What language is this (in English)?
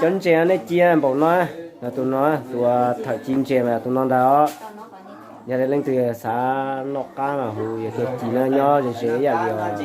Hmong